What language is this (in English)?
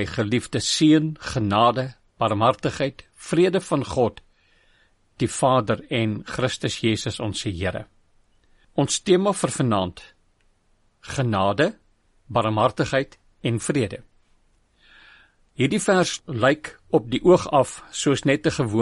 Afrikaans